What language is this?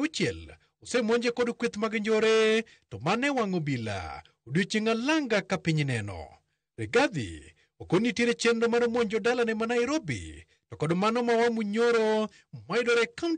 Luo (Kenya and Tanzania)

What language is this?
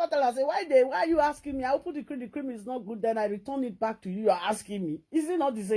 Nigerian Pidgin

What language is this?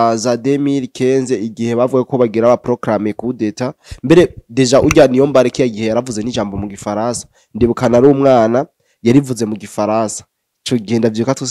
Rundi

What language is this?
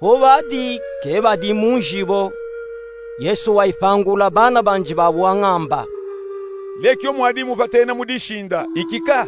Luba-Katanga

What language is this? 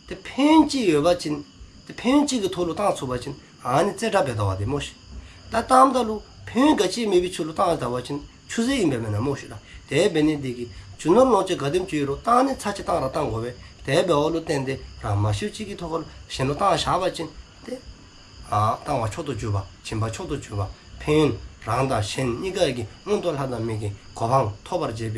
Dzongkha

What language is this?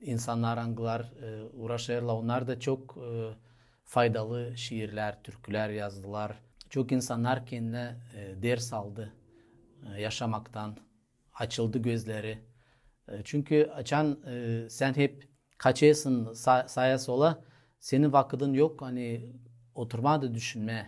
Gagauz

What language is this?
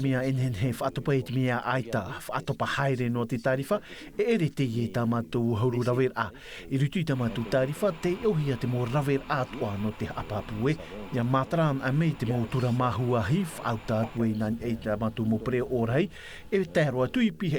Tahitian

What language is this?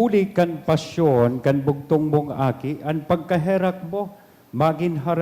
Bikol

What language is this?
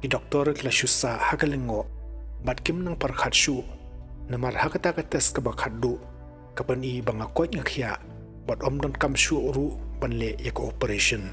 Khasi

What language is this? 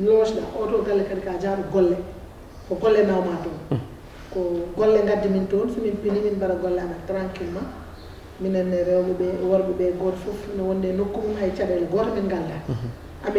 Fula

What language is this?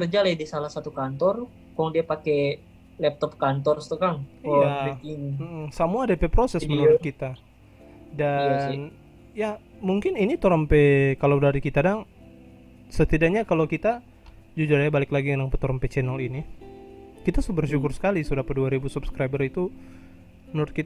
Manado Malay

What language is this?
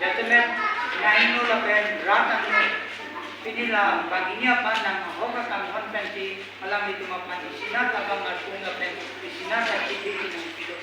Karbi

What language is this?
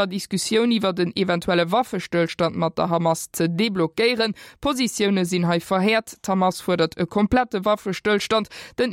Luxembourgish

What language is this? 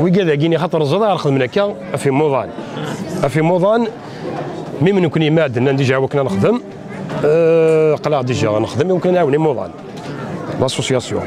Kabyle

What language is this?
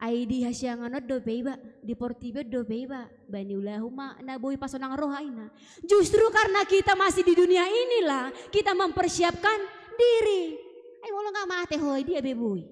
Batak Toba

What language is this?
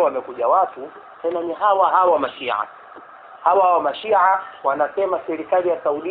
Swahili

